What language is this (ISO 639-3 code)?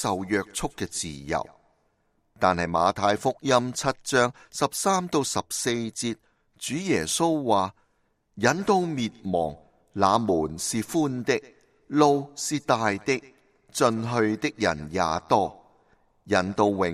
yue